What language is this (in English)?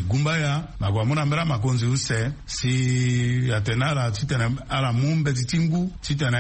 Sango